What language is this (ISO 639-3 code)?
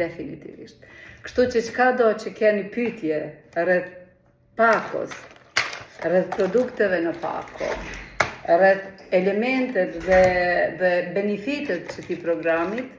sqi